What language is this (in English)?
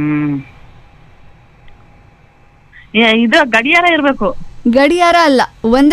Kannada